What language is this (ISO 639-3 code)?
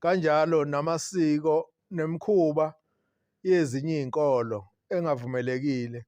zul